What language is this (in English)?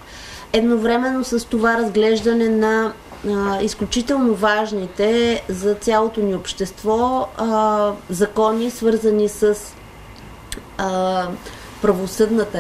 Bulgarian